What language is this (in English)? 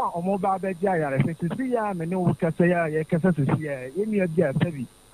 Akan